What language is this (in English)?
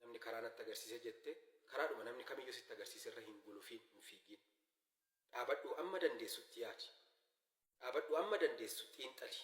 Oromo